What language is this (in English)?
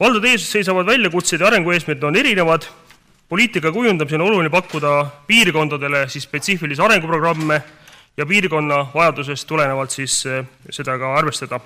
Estonian